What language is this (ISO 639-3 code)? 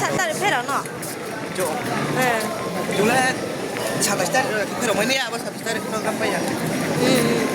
ria